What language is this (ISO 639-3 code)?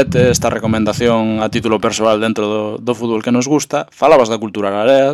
glg